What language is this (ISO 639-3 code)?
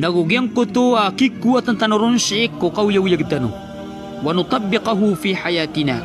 mrw